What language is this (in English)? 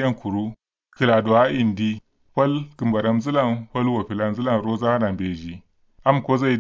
Kanuri